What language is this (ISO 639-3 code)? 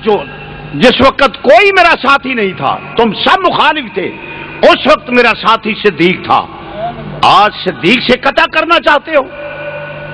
urd